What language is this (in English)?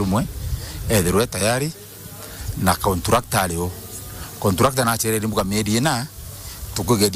Meru